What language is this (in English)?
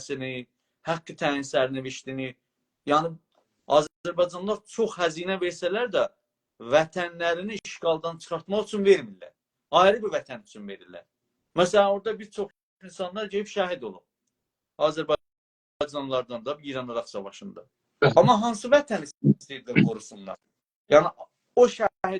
South Azerbaijani